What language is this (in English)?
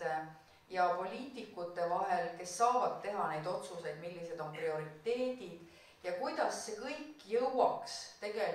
Estonian